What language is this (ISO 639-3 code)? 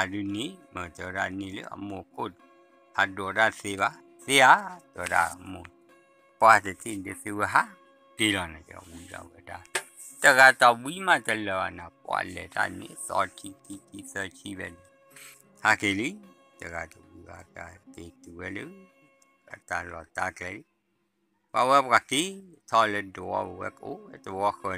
ksw